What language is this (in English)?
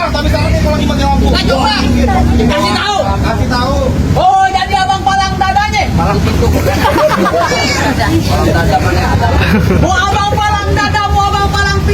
Betawi